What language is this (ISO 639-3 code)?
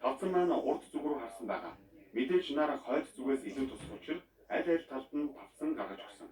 mon